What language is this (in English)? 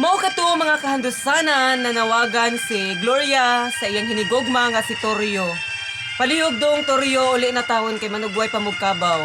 Cebuano